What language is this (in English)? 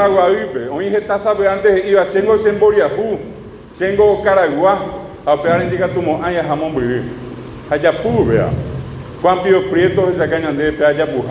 Guarani